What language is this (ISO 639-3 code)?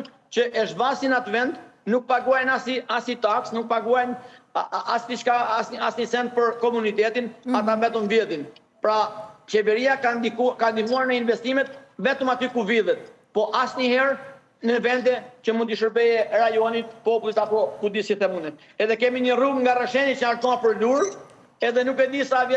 sqi